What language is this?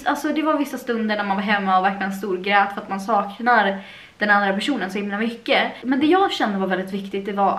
Swedish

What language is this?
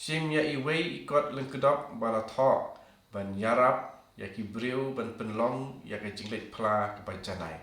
Khasi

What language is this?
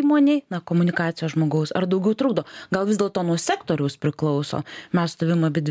Lithuanian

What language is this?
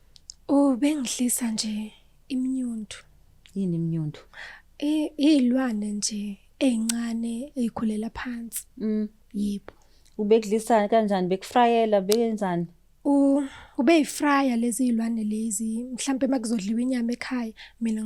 Zulu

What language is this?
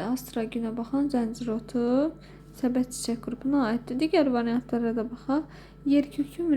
Azerbaijani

